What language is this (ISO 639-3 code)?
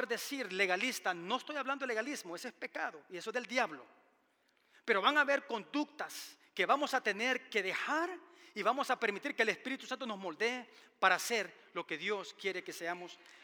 spa